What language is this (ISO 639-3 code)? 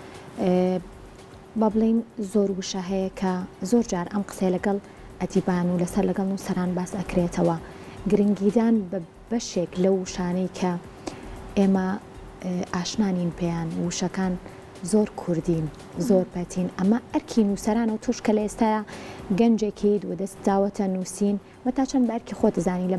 ckb